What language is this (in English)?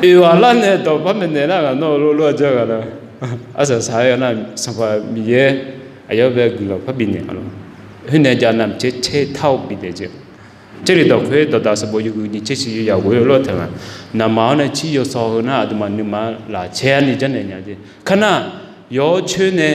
Akha